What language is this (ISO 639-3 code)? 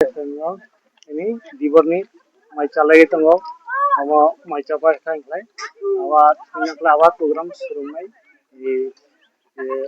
trp